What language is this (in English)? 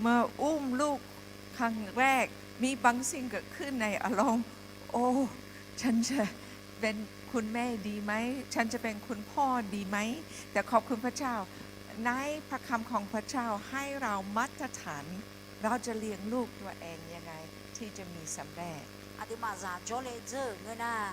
Akha